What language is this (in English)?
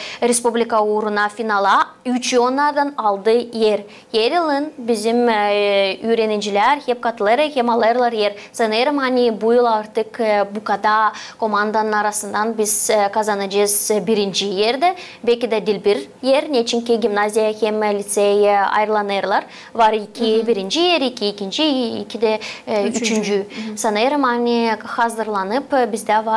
Gagauz